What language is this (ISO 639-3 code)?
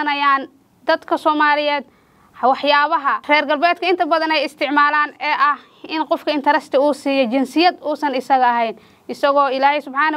som